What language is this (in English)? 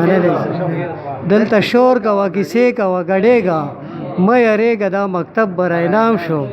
Pashto